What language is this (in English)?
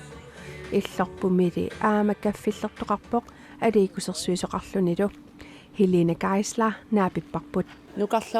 Kalaallisut